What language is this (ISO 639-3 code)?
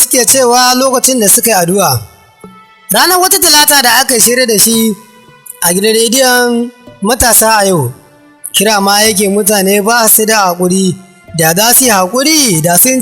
hau